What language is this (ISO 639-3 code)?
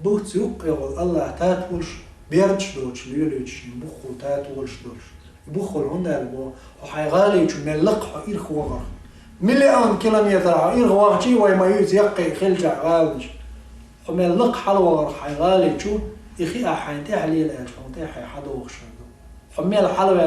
che